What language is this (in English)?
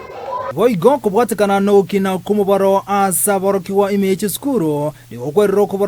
Gusii